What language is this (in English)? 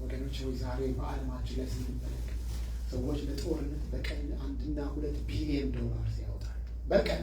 Amharic